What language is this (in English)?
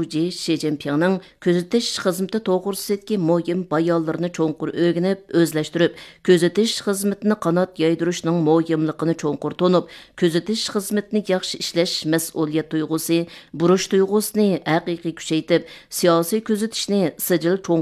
Uyghur